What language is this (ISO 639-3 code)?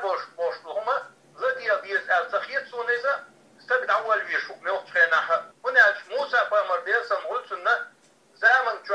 che